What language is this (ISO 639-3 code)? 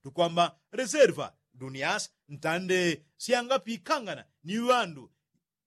yao